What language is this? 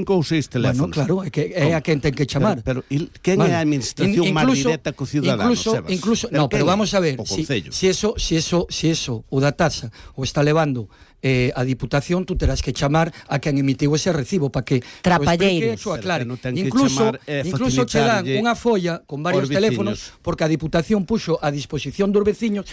Galician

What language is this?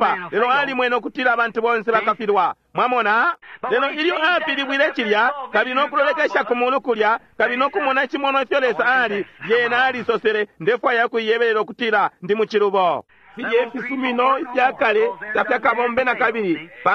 Bemba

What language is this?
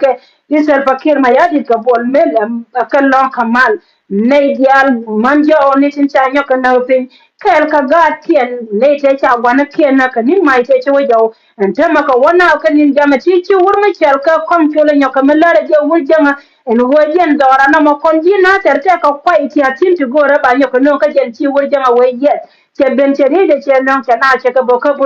Nuer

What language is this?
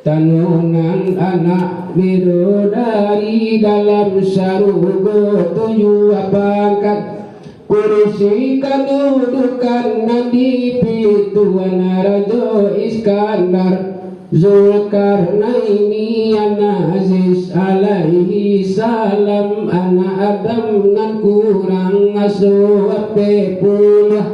Minangkabau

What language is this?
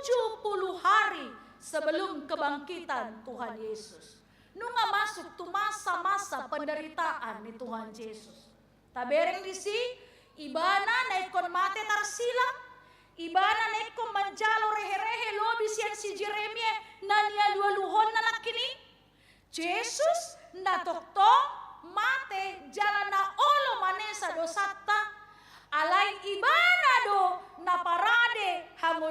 Batak Toba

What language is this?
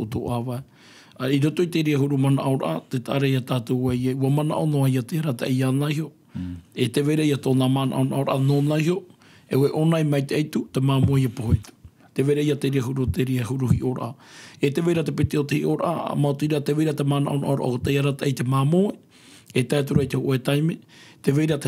Tahitian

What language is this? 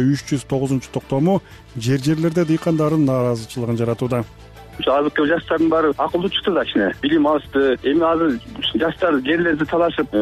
Kyrgyz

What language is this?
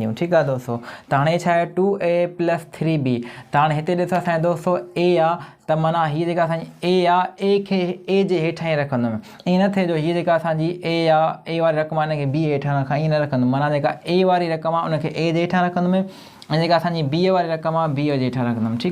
Sindhi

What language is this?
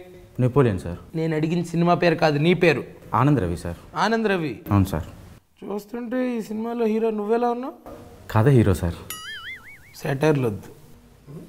Telugu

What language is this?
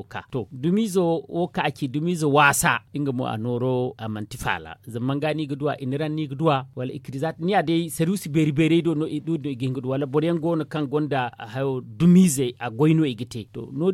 Zarma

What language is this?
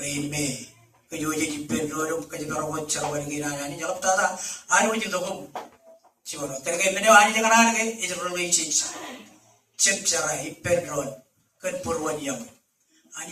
Marshallese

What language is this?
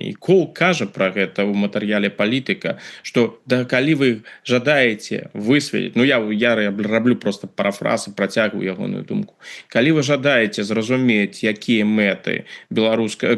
Belarusian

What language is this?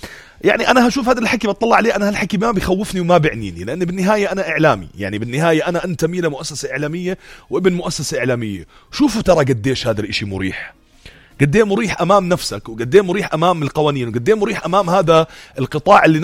North Levantine Arabic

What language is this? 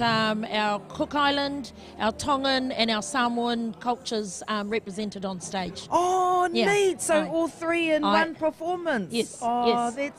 Māori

